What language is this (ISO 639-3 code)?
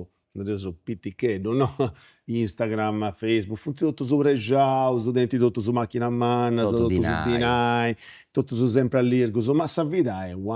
srd